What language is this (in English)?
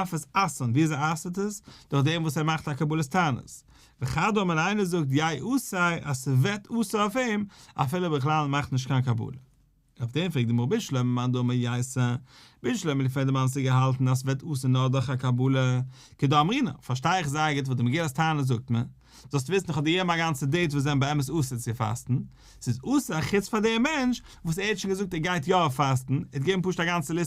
Yiddish